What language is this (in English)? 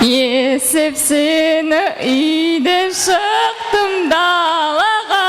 Kara-Kalpak